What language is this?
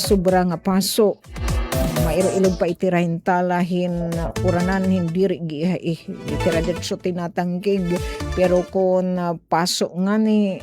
Waray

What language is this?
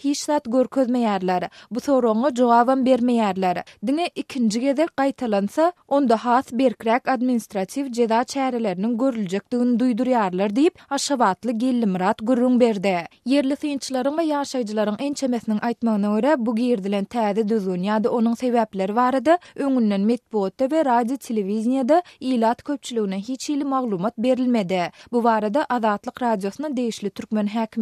Turkmen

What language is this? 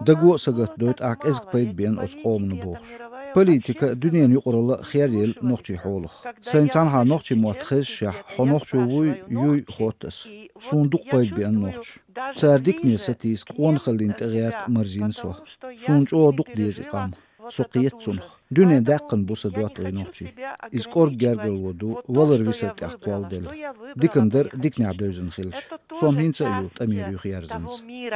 Chechen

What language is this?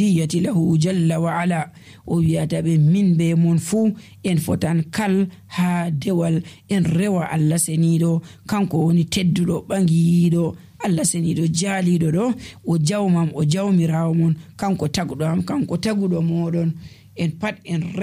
Nigerian Fulfulde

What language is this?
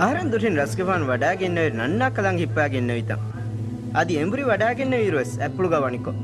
Divehi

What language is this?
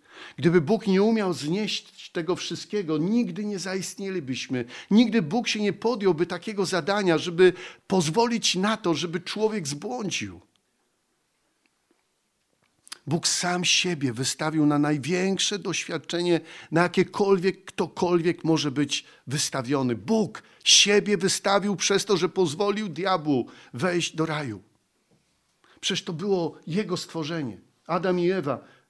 Polish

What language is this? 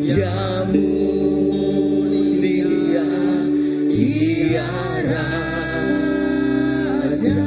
Iban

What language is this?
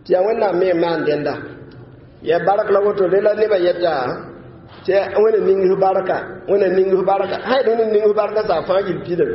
Mossi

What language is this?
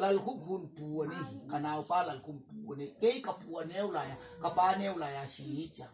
Tedim Chin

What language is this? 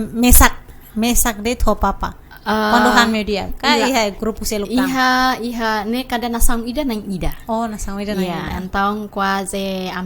Tetum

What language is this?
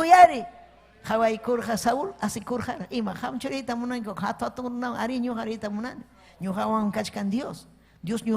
Ayacucho Quechua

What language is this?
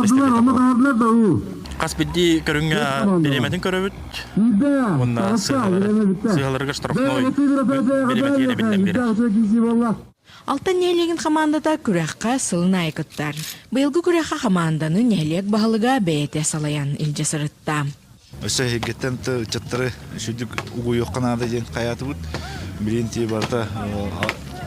Yakut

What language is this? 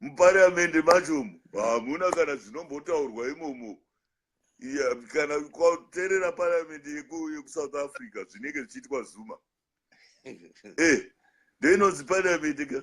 Shona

